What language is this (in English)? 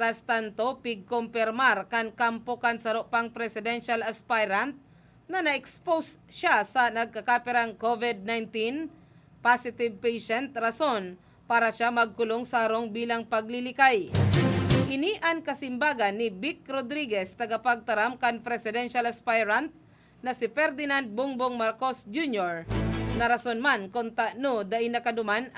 Bikol